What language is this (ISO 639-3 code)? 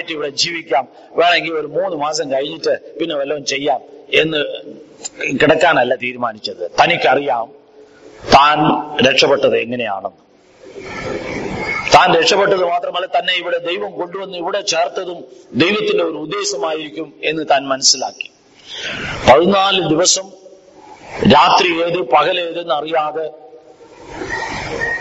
mal